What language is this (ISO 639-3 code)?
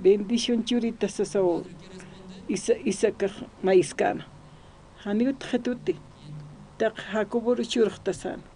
aym